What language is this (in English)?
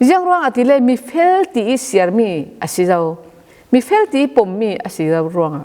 Falam Chin